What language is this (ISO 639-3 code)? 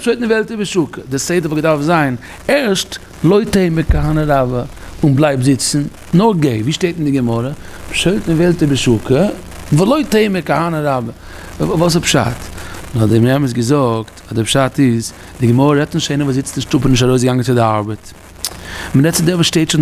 yid